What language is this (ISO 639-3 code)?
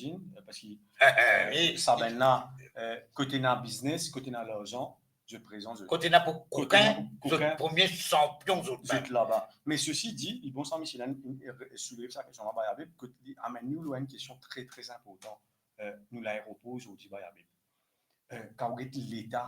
mfe